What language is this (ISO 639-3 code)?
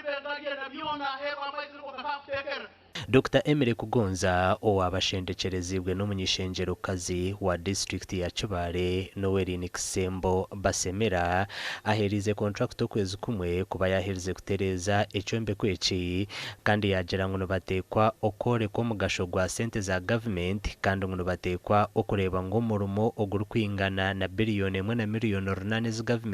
nyn